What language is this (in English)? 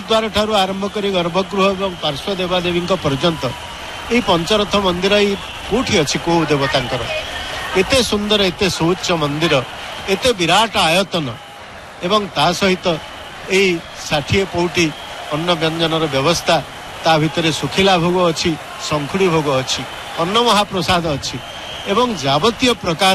Odia